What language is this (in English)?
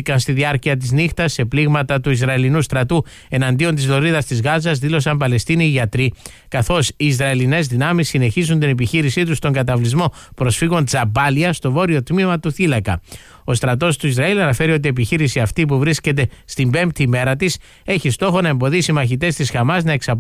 Greek